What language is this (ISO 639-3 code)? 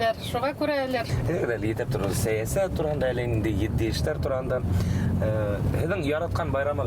bak